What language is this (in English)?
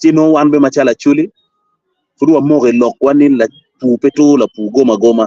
Acoli